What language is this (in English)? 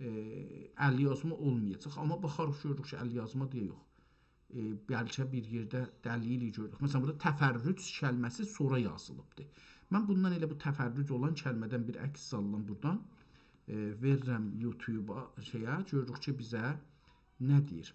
South Azerbaijani